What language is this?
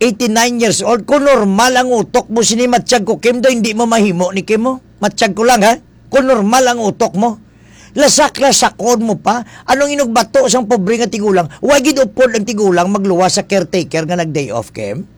Hiligaynon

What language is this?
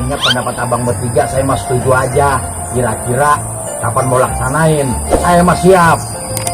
Betawi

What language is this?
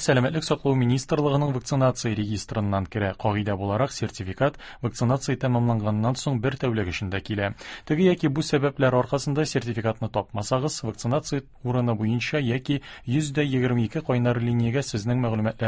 Tatar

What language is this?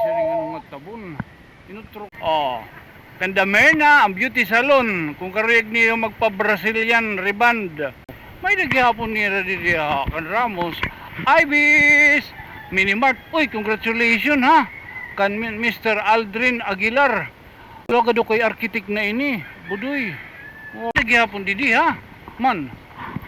Waray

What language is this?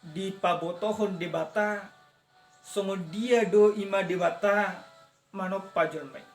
Batak Toba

